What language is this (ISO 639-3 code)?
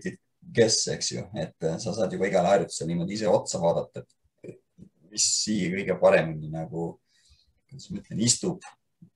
est